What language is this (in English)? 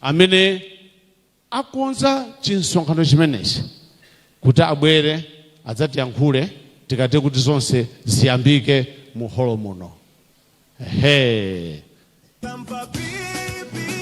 Nyanja